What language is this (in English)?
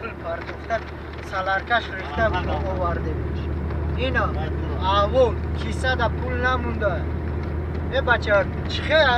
Tajik